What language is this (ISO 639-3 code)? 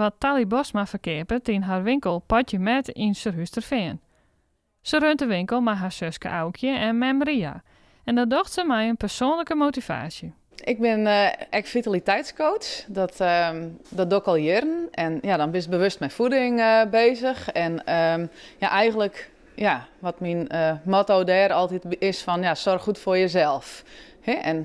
fry